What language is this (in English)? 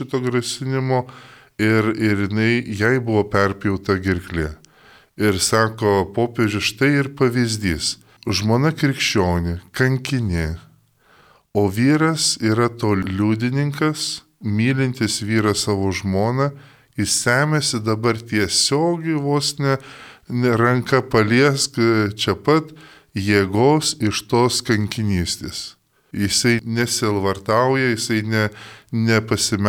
Lithuanian